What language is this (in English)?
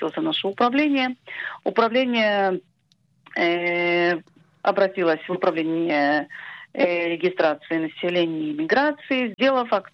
Russian